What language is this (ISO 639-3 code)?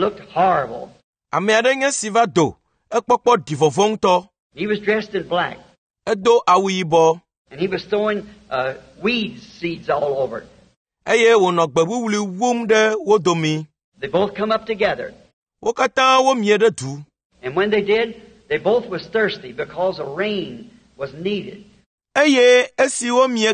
ewe